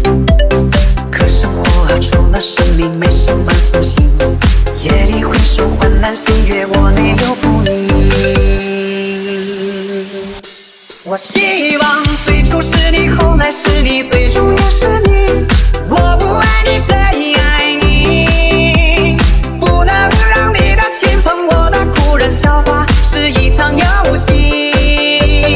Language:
Chinese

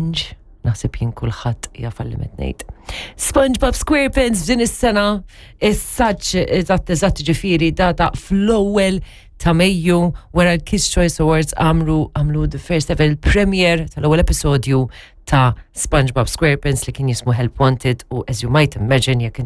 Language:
Maltese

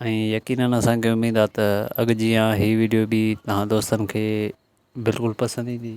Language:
Sindhi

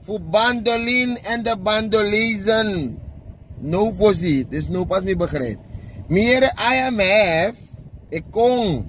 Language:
Sranan Tongo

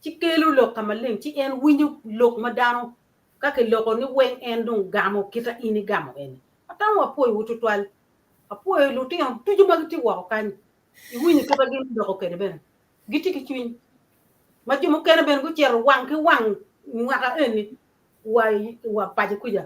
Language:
Acoli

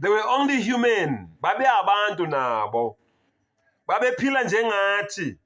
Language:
Zulu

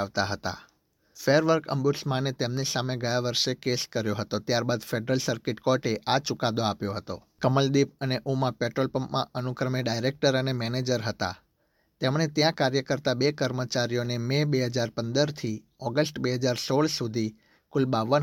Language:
Gujarati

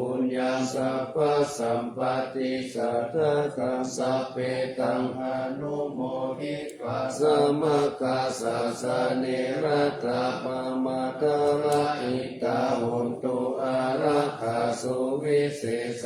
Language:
Pali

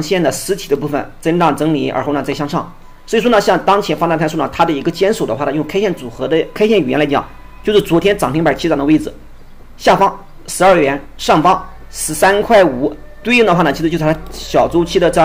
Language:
Chinese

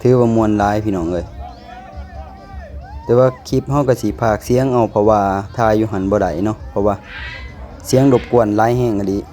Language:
Lao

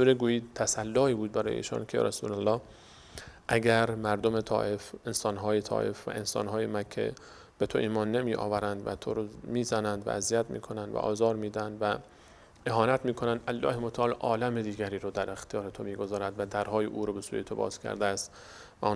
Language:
Persian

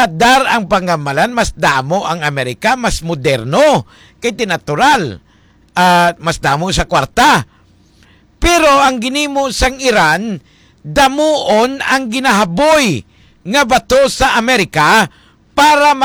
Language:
Hiligaynon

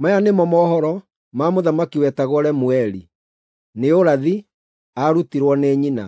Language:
Kikuyu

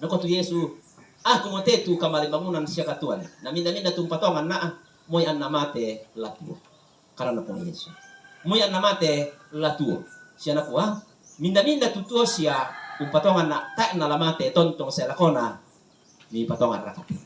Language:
Toraja-Sa'dan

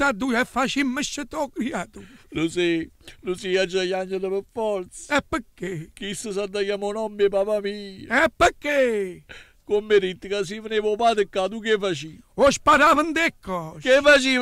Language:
Neapolitan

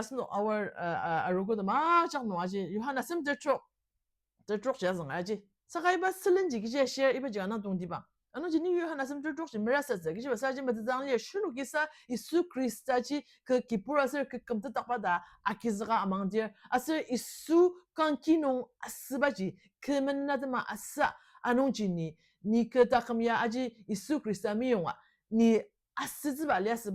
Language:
Ao Naga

